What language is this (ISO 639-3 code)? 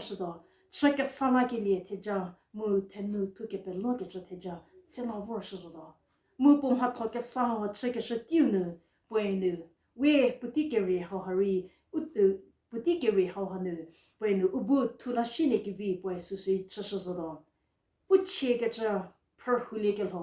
njm